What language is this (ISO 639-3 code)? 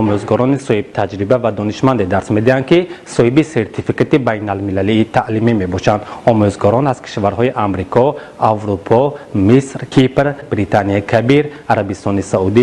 tgk